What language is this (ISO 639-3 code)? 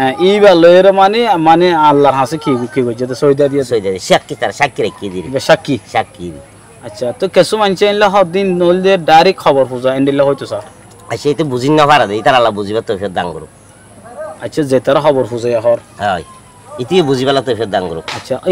rhg